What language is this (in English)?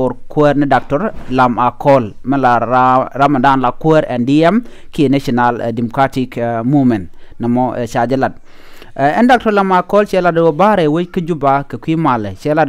Nuer